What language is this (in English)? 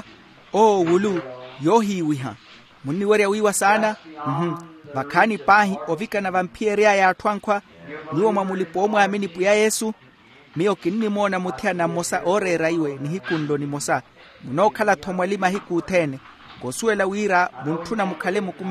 Makhuwa